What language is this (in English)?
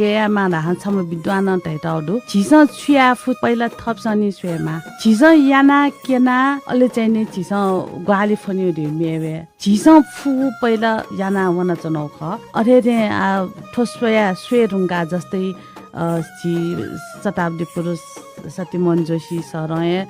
Newari